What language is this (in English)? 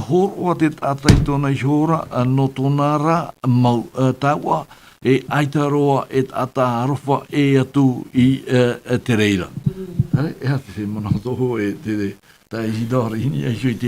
Tahitian